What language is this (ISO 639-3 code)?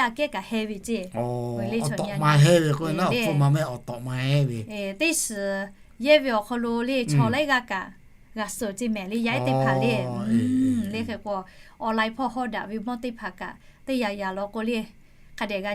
lhu